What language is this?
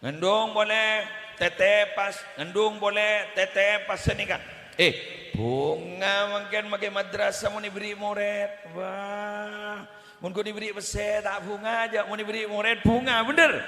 Madurese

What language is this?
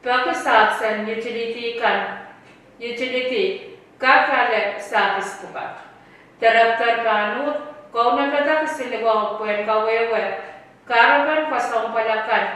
Pohnpeian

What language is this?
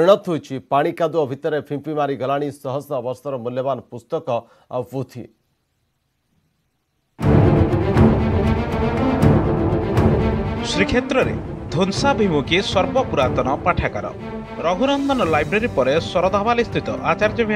Odia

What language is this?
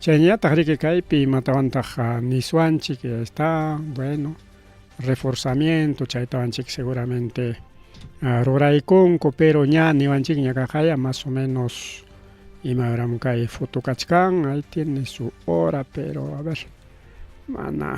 Ayacucho Quechua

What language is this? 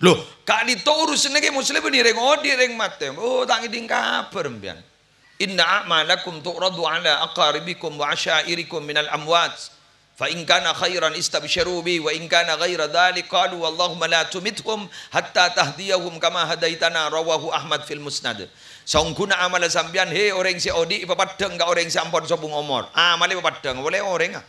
Madurese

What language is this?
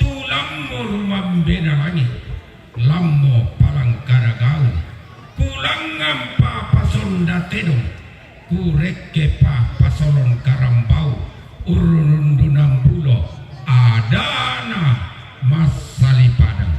Toraja-Sa'dan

